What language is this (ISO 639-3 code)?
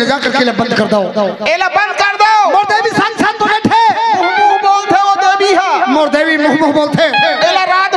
hne